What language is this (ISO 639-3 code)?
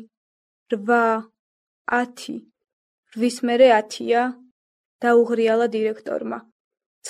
kat